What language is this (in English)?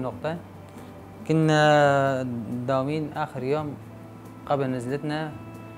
North Levantine Arabic